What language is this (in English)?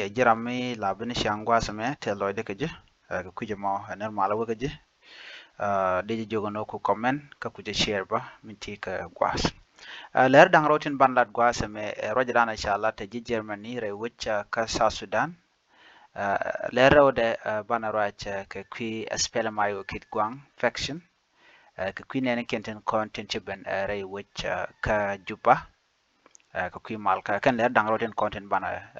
Nuer